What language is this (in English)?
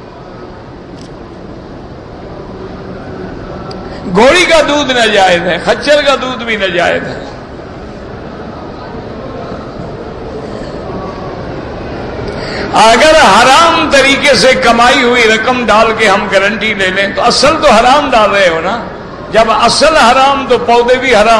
Urdu